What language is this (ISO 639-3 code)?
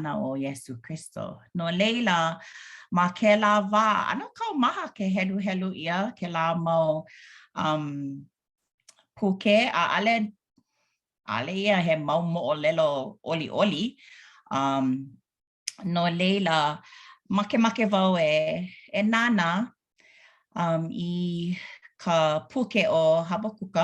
haw